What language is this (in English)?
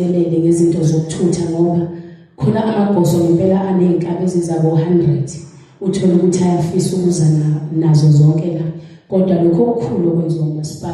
Zulu